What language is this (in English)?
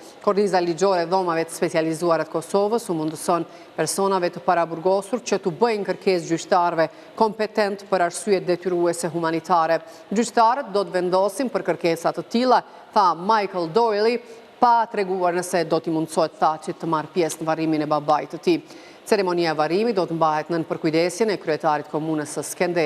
Albanian